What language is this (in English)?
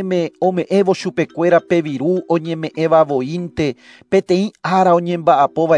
Guarani